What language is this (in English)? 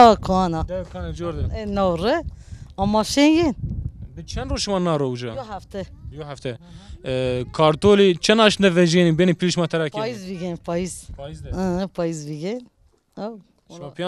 Zaza